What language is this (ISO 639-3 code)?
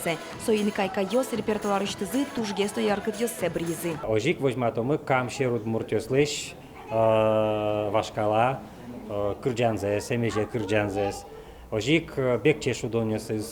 udm